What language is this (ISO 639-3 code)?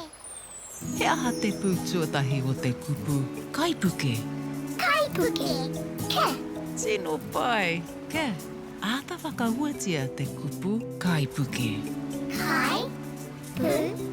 mri